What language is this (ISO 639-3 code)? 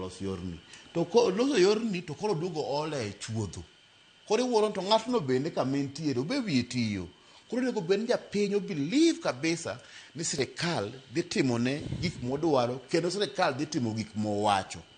luo